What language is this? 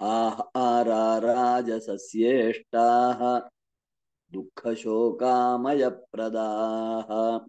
Sanskrit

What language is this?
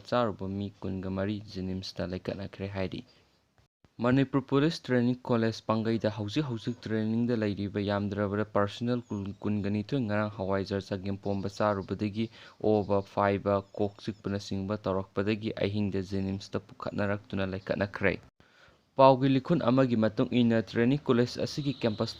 Manipuri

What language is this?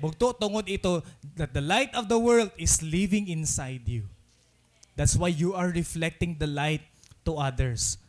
Waray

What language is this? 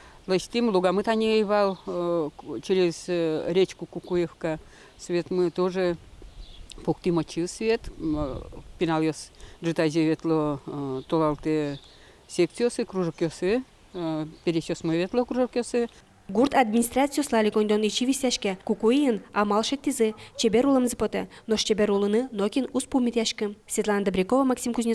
Udmurt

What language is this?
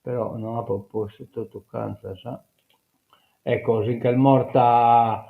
Sardinian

